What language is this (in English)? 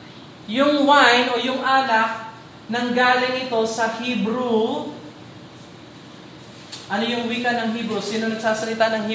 Filipino